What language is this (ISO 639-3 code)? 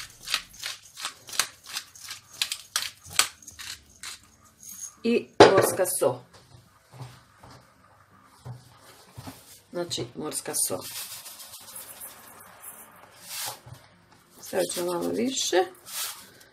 hrv